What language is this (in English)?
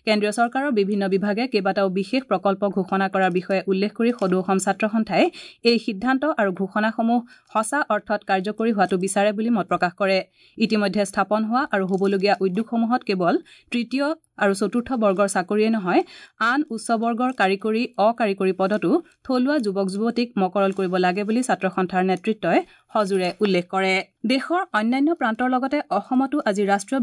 Assamese